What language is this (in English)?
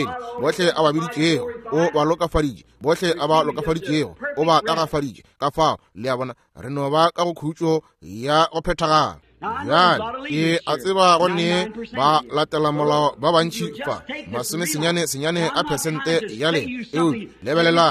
Northern Sotho